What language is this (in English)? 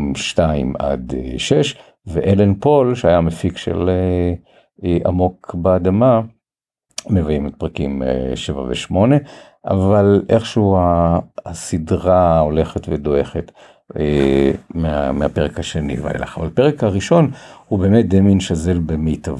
Hebrew